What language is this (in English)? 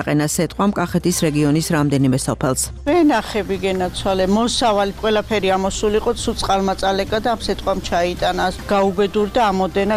Georgian